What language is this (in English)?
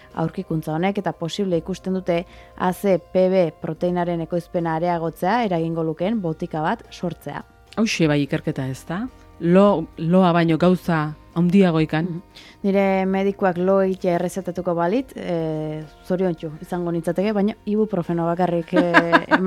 Basque